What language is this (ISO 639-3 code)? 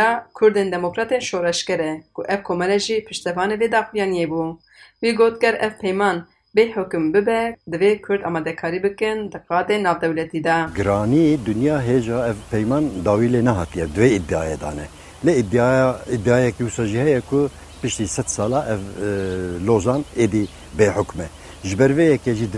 kur